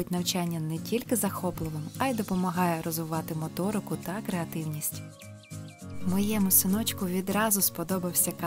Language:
Ukrainian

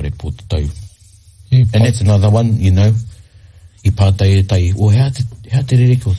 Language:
Māori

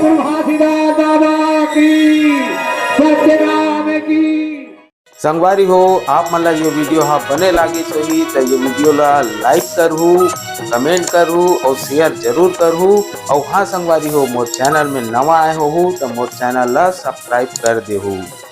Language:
Chhattisgarhi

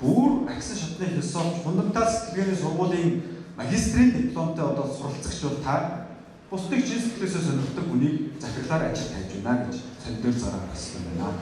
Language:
Mongolian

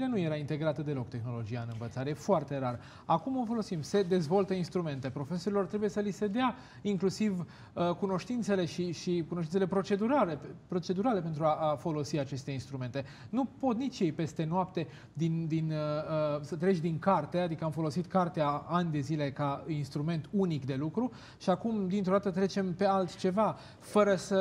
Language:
Romanian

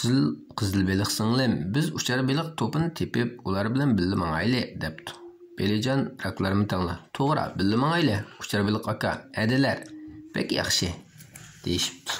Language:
Uyghur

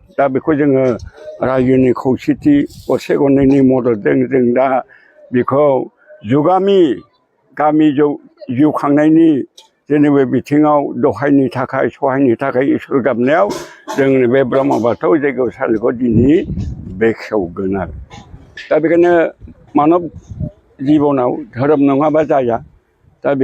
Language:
Bodo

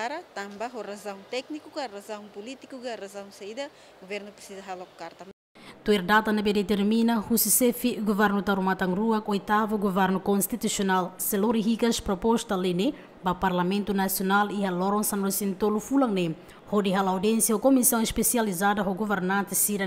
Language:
Tetum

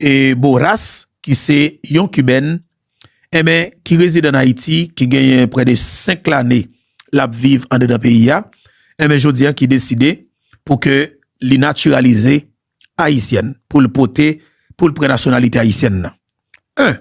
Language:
Haitian Creole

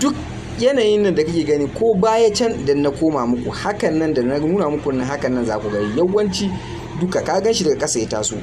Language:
Hausa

